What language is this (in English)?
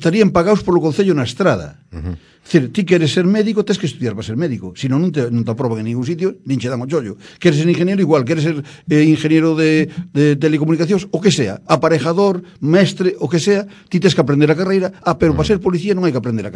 Galician